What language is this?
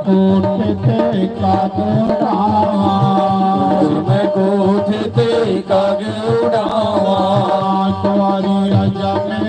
Dogri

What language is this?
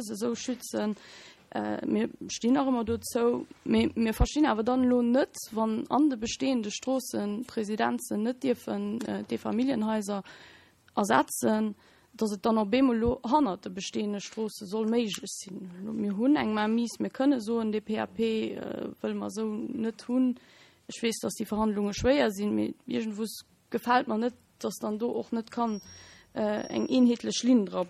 Luxembourgish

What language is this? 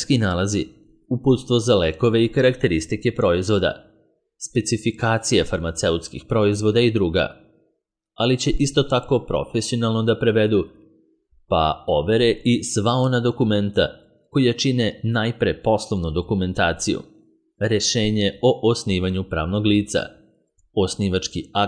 Serbian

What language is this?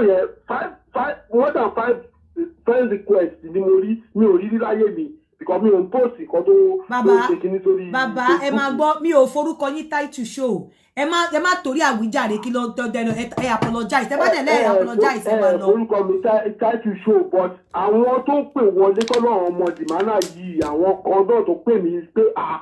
Yoruba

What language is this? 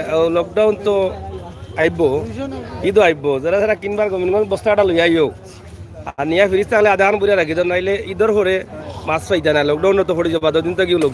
Sylheti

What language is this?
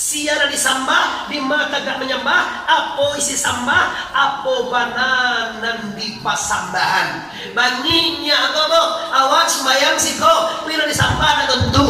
Minangkabau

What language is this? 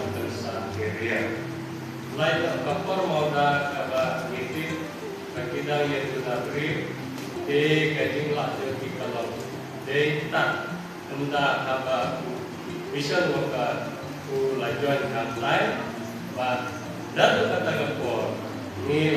Khasi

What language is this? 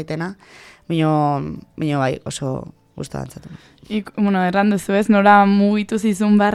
Basque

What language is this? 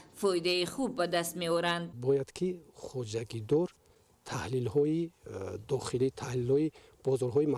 Tajik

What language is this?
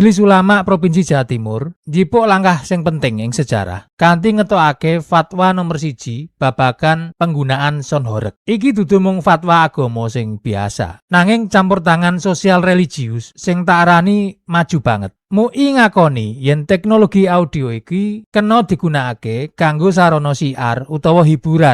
Javanese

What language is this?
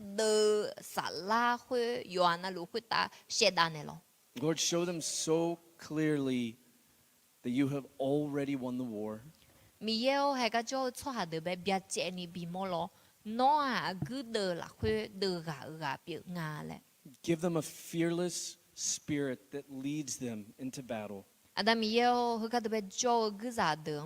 Akha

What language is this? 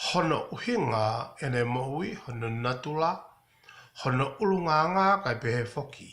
Tongan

